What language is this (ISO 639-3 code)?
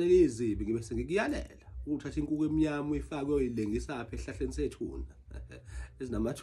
zul